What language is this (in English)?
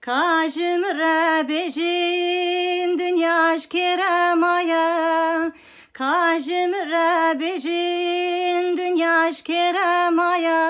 Kurdish